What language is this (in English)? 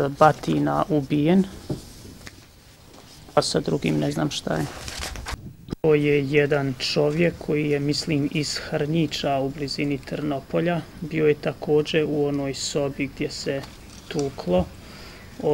Bosnian